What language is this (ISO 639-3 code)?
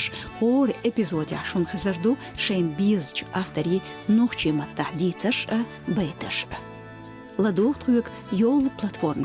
che